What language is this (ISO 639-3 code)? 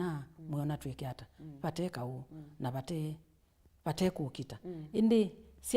kam